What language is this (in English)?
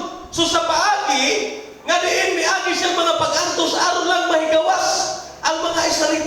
Cebuano